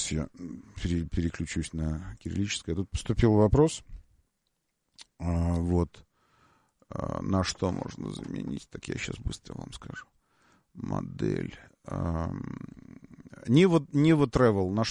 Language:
Russian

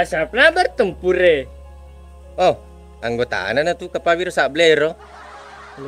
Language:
Buginese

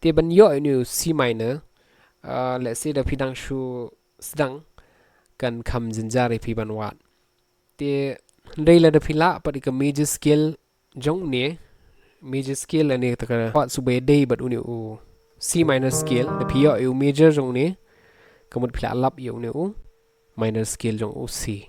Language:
Khasi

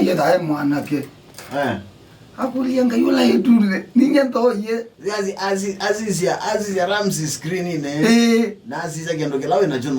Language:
Kamba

